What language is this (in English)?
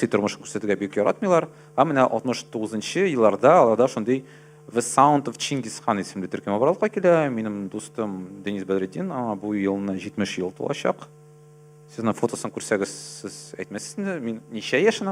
Tatar